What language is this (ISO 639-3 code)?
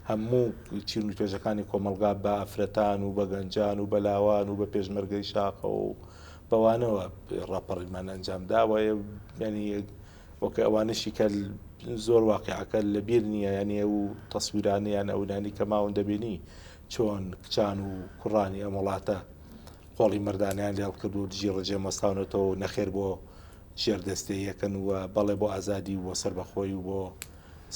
ckb